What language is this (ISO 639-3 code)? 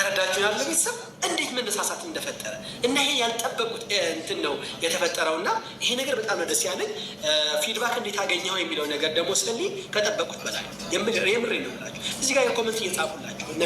amh